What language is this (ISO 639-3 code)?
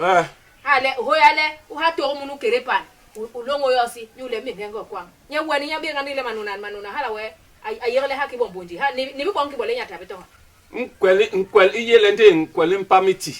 bas